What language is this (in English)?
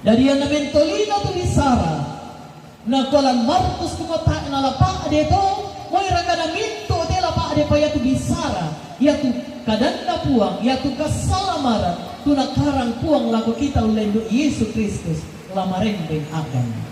Toraja-Sa'dan